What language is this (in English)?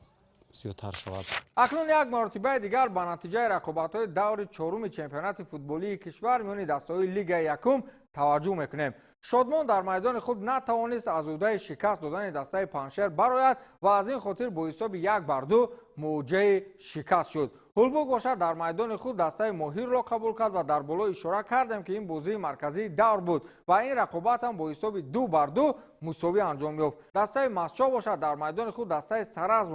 Tajik